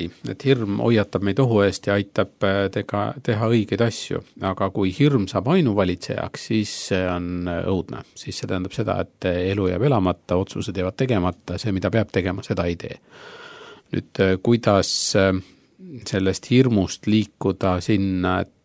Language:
Estonian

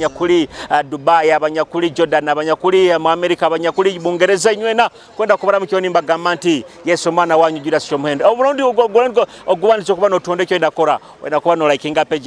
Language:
Nyoro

